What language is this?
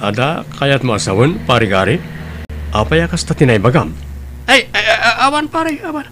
Iloko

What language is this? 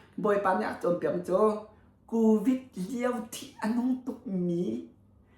Hakha Chin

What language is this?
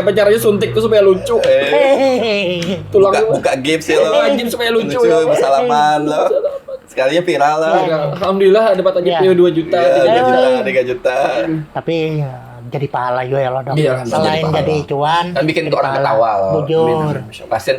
Banjar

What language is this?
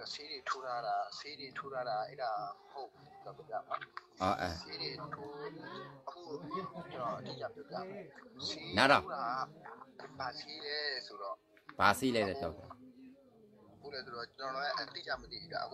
Burmese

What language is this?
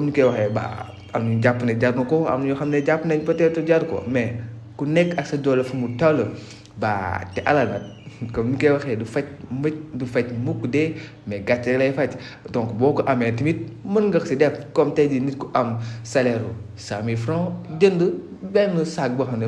Wolof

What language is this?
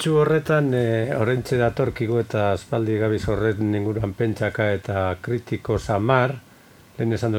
Basque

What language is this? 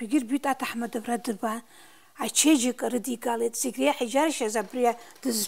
Abkhazian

